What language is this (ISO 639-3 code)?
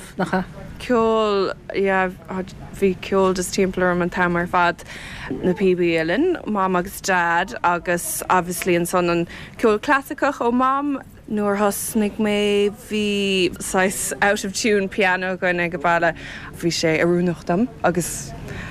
gle